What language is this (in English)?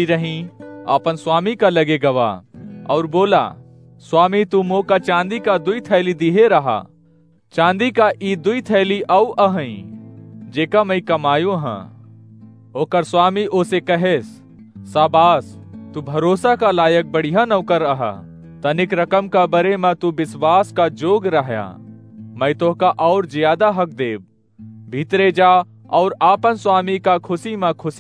Awadhi